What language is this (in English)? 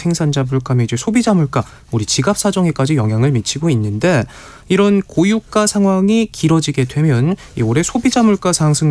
Korean